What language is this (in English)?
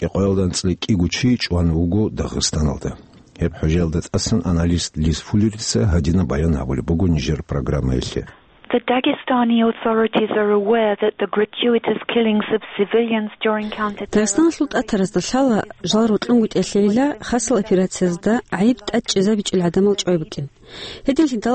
Avaric